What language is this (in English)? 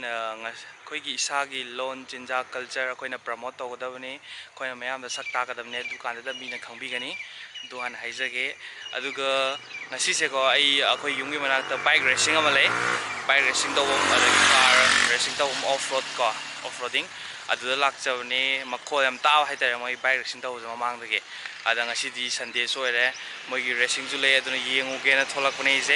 Manipuri